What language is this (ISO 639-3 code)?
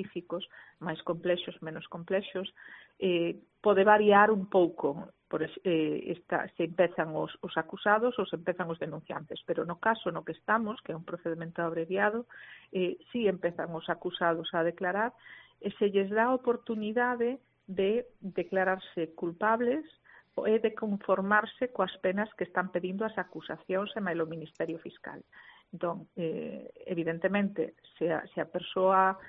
glg